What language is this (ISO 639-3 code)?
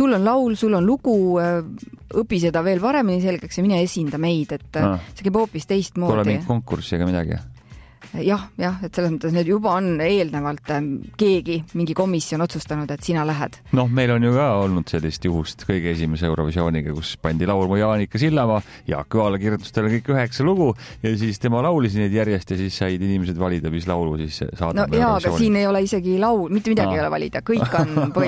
est